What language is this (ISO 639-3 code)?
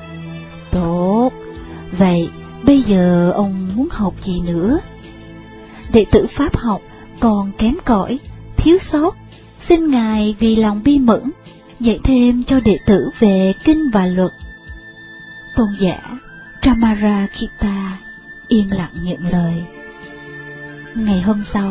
vie